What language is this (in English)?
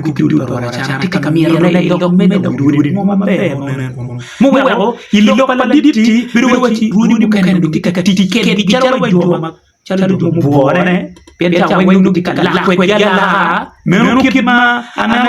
Acoli